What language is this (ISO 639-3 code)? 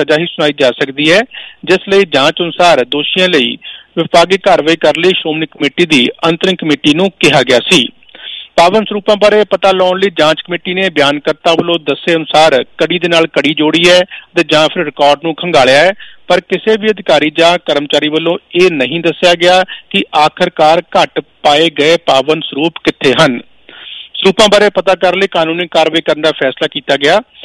pan